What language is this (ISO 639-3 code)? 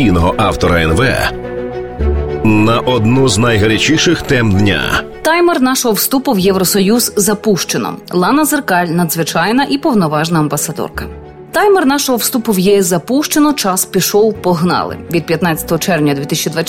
ukr